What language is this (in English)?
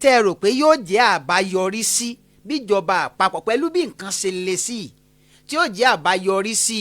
Yoruba